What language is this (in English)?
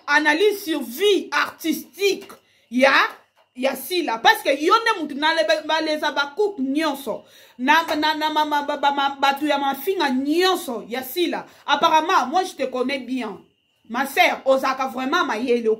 Lingala